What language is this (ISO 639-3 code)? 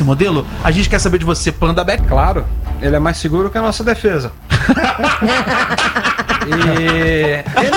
por